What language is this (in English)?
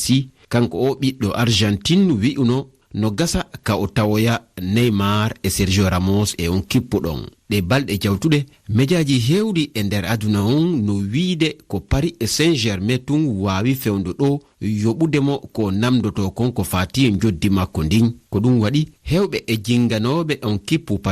Fula